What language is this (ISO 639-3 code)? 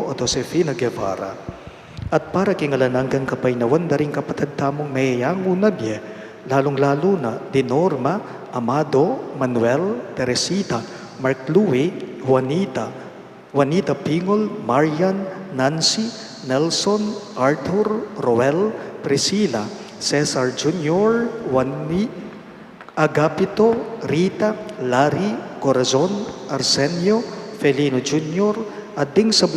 pam